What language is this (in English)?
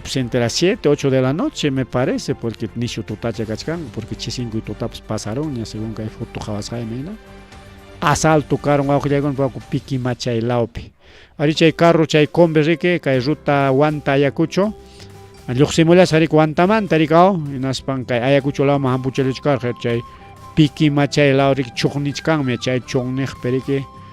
Ayacucho Quechua